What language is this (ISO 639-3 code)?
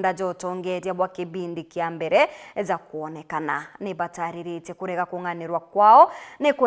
mer